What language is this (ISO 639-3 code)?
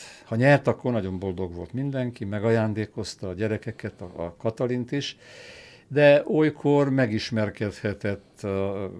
hun